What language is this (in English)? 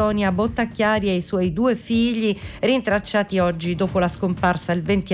Italian